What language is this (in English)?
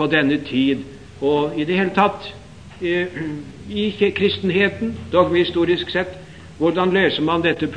Norwegian